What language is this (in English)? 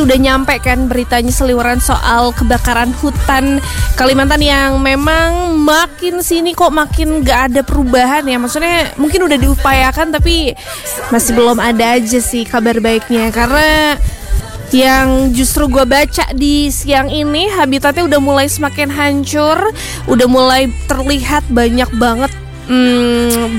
Indonesian